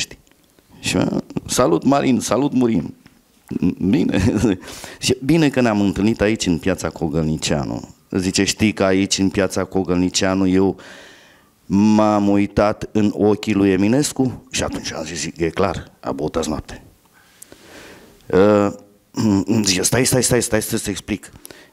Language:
Romanian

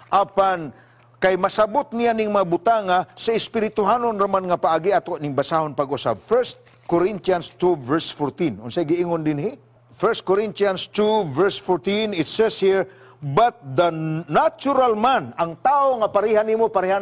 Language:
Cebuano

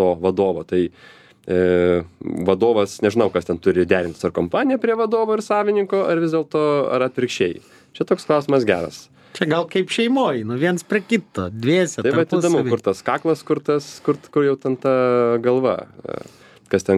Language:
Lithuanian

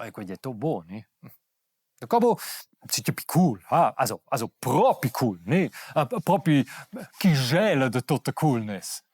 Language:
Romansh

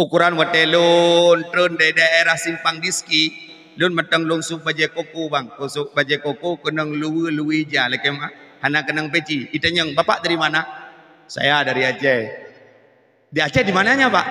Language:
Achinese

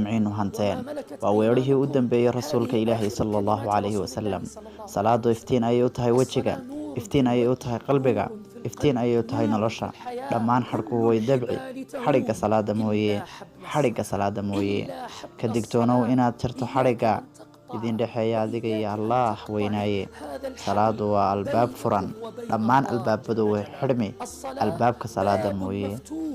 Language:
Somali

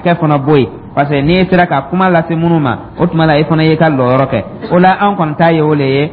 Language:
Dyula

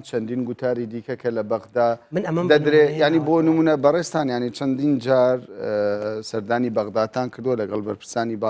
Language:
Central Kurdish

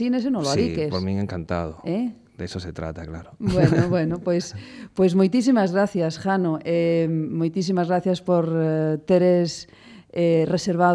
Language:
Galician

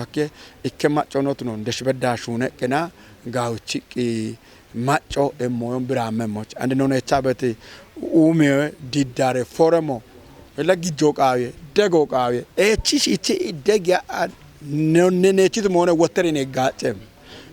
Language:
Kafa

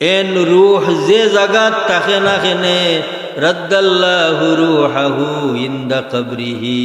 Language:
Sylheti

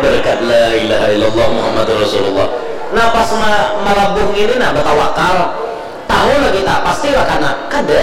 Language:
Banjar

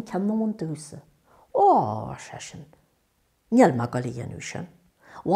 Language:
Irish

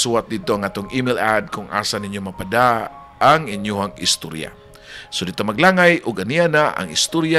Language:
Cebuano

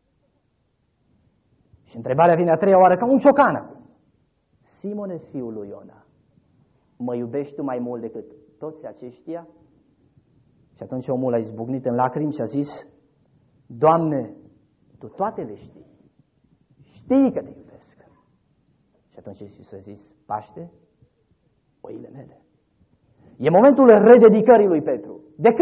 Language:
Romanian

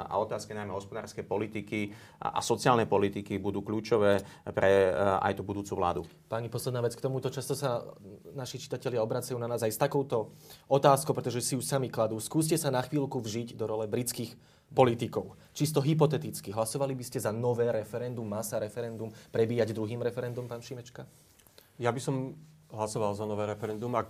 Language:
Slovak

